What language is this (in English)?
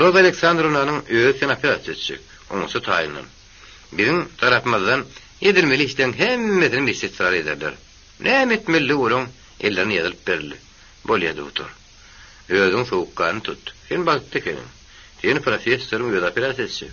Turkmen